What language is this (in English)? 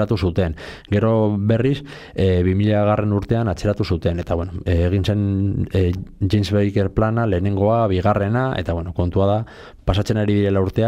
Basque